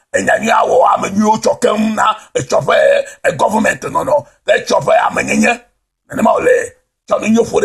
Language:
Ewe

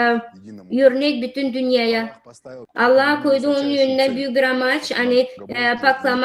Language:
Gagauz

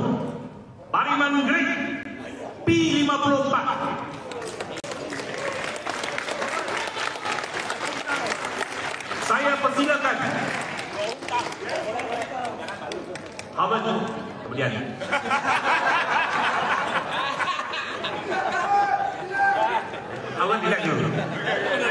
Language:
Malay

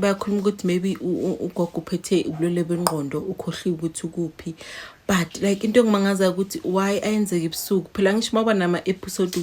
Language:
Zulu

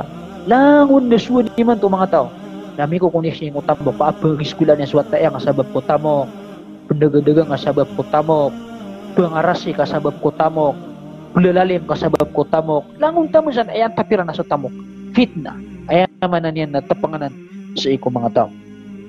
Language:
Maranao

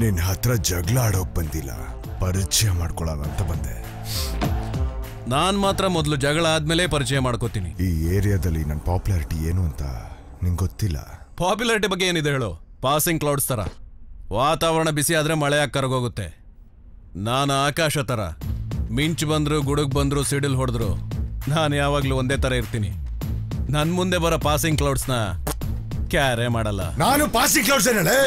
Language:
Kannada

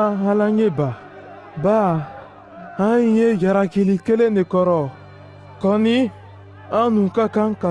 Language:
Mandingo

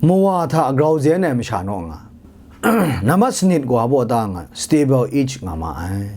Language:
Kachin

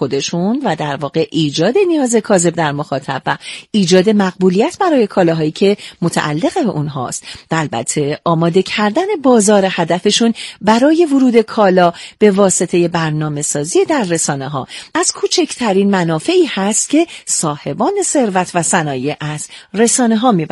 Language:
Persian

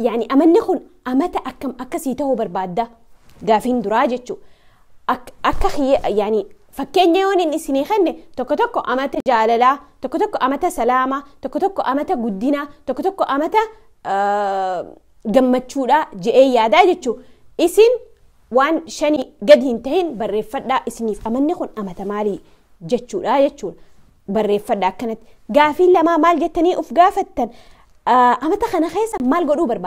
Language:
Oromo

